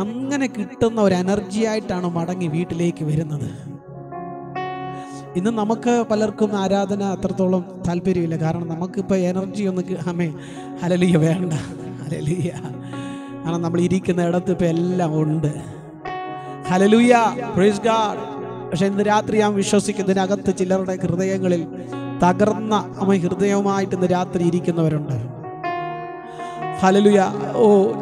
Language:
Malayalam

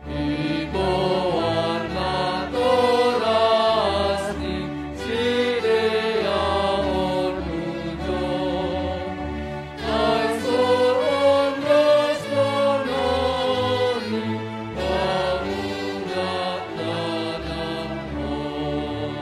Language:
Batak Simalungun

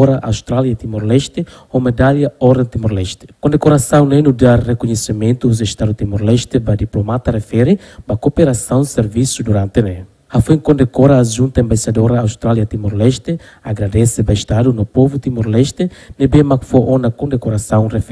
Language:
Tetum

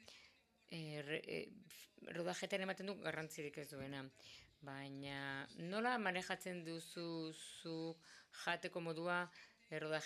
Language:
Basque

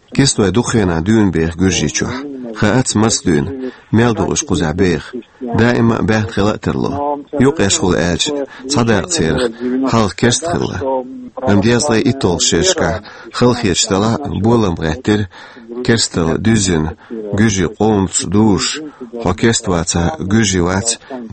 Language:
Chechen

